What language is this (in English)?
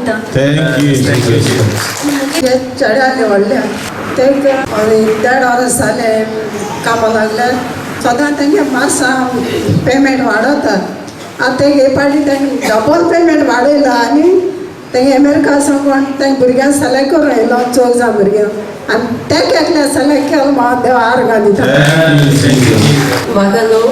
Konkani